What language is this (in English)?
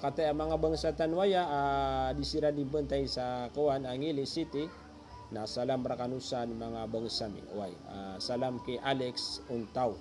Maranao